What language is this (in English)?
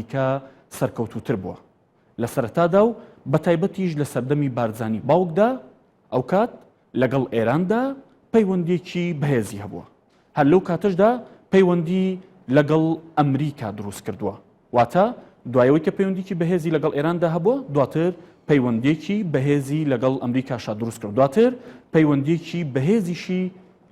Central Kurdish